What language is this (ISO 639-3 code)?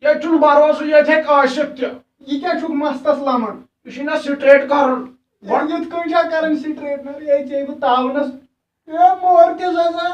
kas